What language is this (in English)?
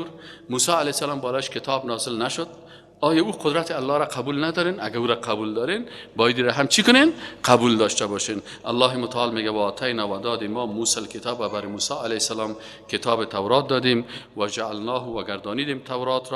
Persian